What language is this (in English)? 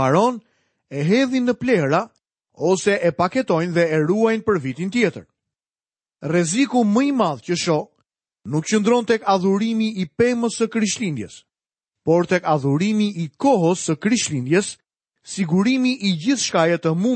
Albanian